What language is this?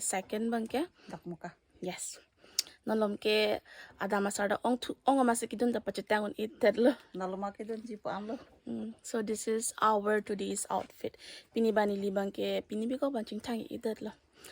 Karbi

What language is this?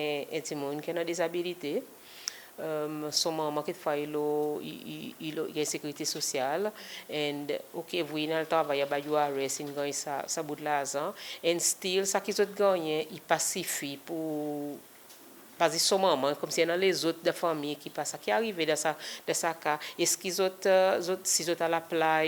Seselwa Creole French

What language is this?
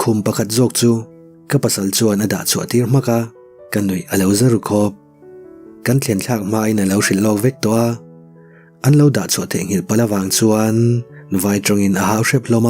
Mizo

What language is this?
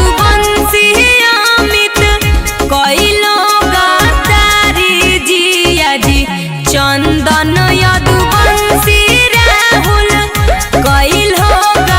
Magahi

